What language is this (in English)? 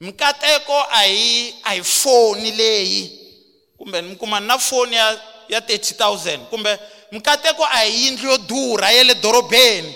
Tsonga